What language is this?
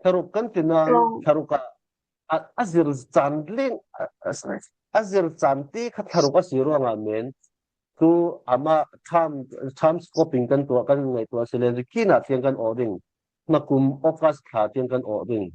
Falam Chin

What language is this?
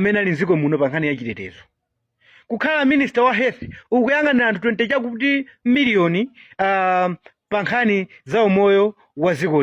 Nyanja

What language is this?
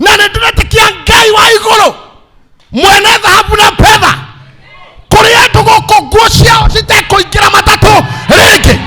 Kikuyu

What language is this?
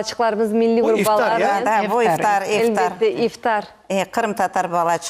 Crimean Tatar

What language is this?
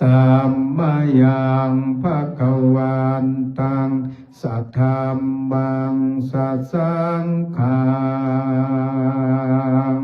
Pali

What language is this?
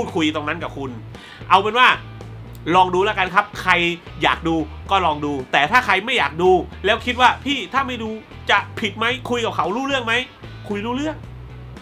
Thai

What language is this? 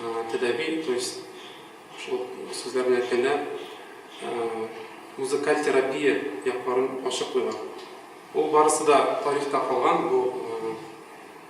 Tatar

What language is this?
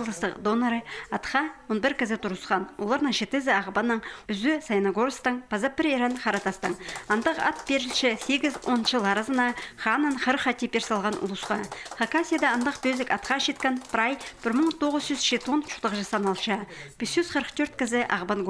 Khakas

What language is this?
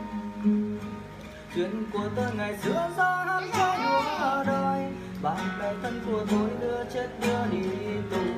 Vietnamese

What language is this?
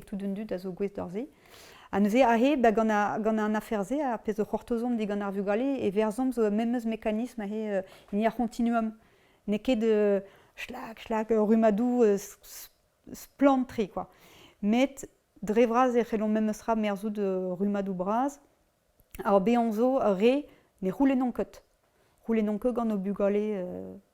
Breton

